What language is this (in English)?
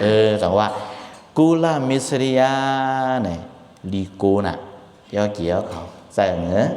Shan